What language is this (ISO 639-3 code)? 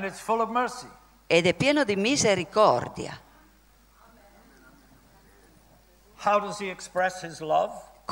ita